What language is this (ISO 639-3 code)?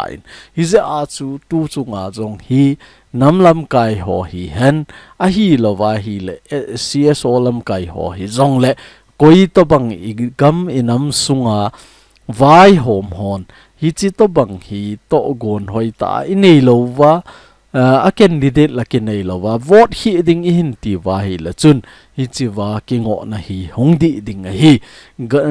tcz